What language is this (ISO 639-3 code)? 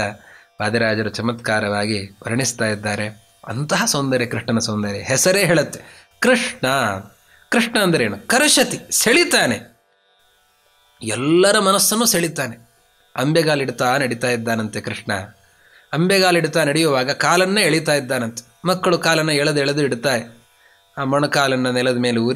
kan